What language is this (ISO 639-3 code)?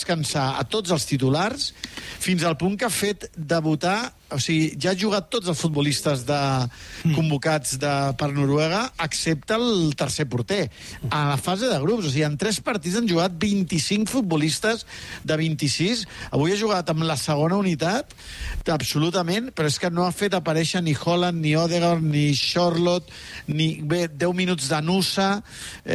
cat